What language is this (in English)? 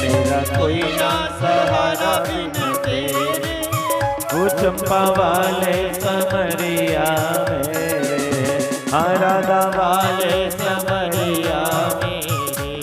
Dogri